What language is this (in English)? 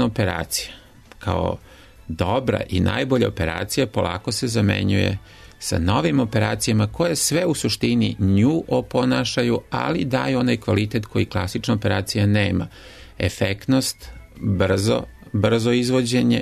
Serbian